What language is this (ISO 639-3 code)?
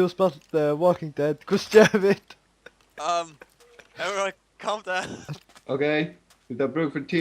fao